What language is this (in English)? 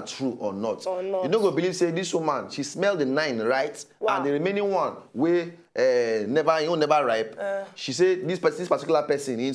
Nigerian Pidgin